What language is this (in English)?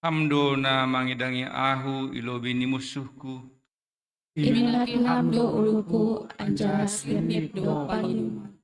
Batak Simalungun